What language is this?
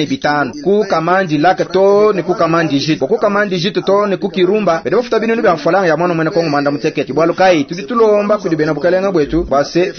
Luba-Lulua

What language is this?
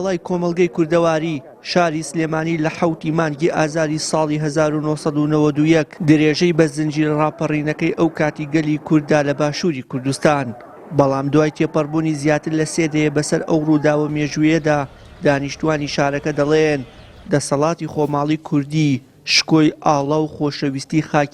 Central Kurdish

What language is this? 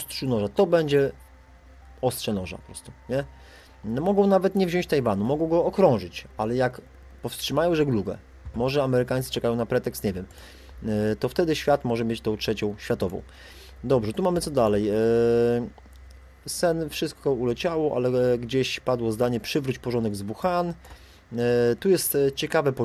Polish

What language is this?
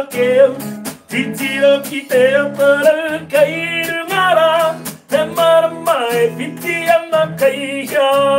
Māori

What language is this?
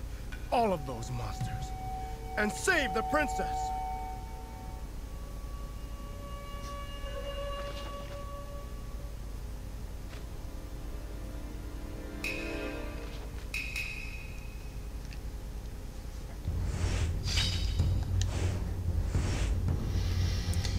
English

